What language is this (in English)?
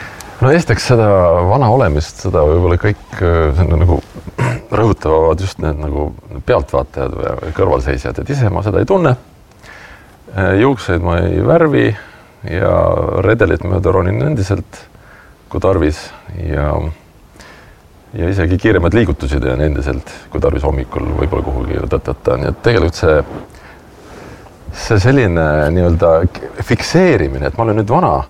Estonian